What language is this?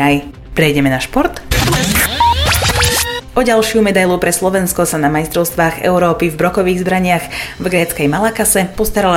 Slovak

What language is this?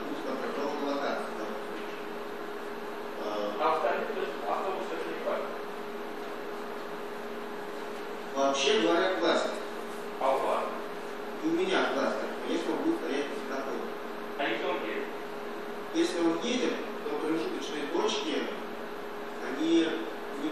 Russian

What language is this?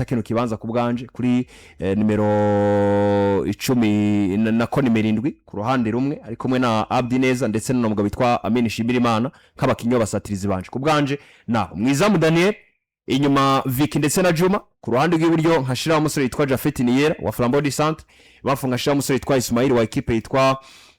Rundi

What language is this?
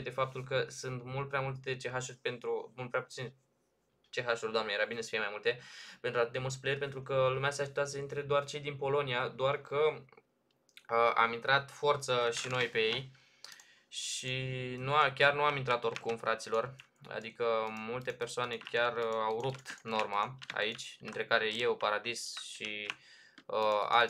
Romanian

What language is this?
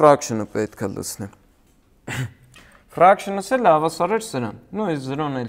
Armenian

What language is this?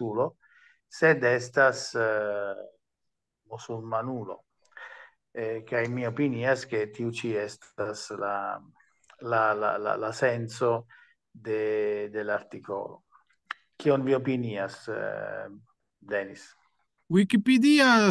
Esperanto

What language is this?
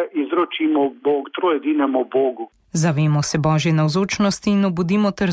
Slovenian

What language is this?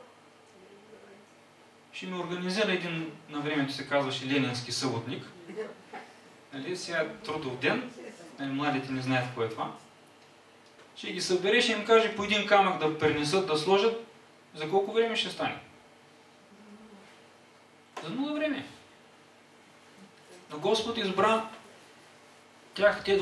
Bulgarian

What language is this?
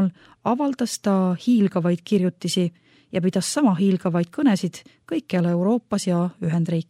Estonian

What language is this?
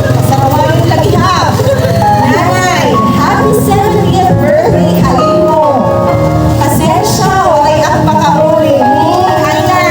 Waray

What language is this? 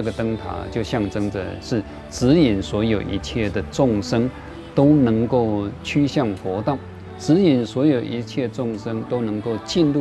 Chinese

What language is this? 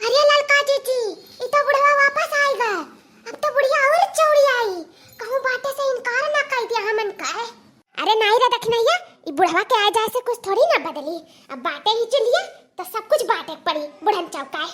Awadhi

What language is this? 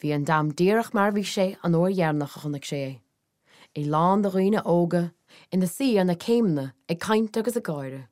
Irish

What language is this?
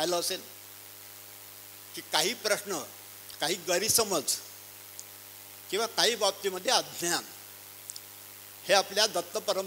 Marathi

